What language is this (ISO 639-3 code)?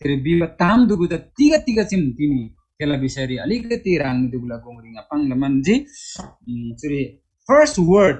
taj